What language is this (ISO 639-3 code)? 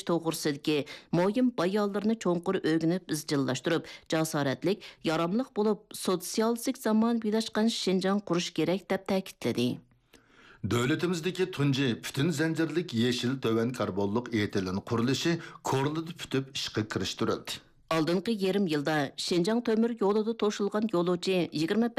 uig